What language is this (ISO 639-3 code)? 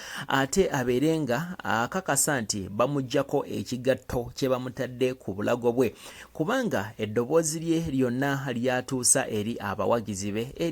lug